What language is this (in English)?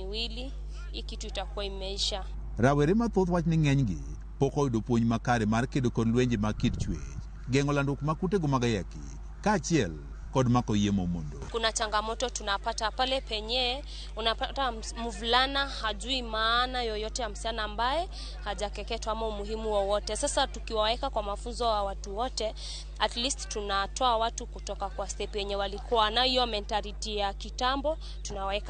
Luo (Kenya and Tanzania)